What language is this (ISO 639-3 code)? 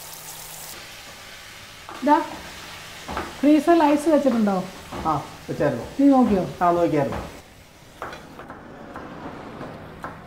mal